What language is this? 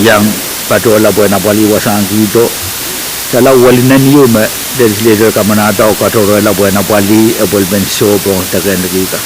Pohnpeian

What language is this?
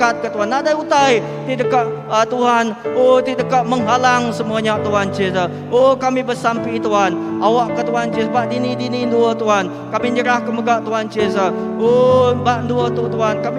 Iban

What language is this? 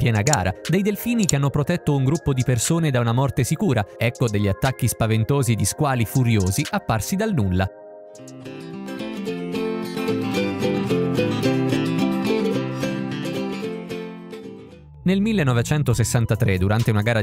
Italian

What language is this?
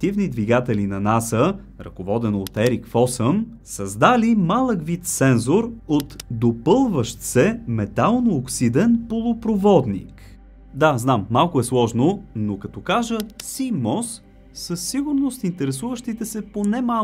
Bulgarian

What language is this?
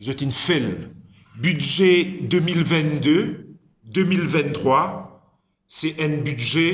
Morisyen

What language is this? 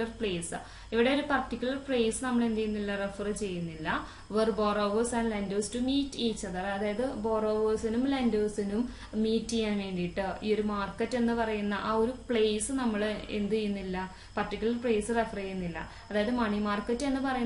Malayalam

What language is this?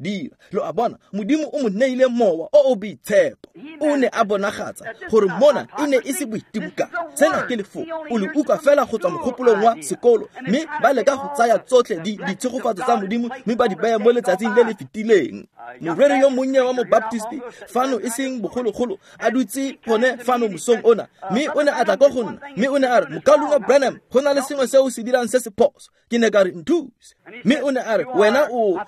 Tswana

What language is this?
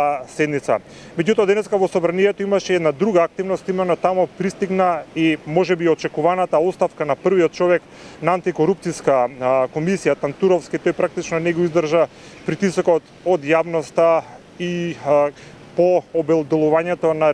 Macedonian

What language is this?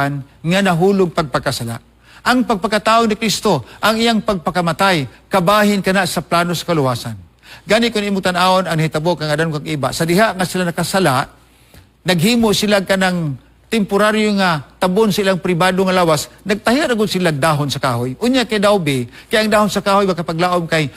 Cebuano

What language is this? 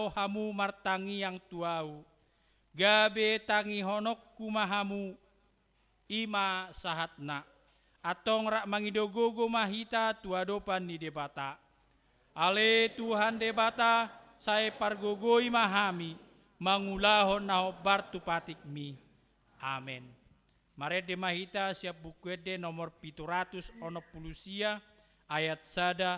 Batak Toba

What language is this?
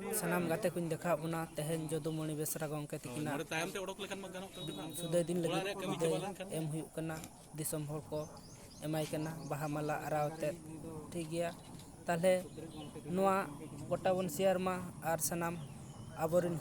Santali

